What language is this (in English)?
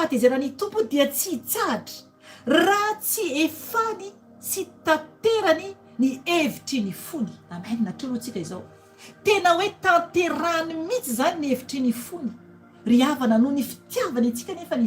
Malagasy